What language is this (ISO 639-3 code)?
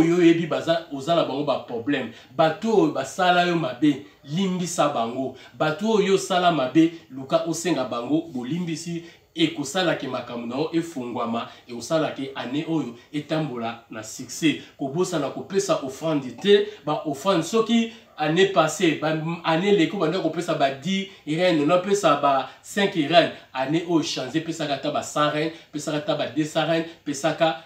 lin